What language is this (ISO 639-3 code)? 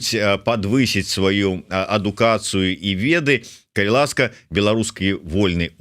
bel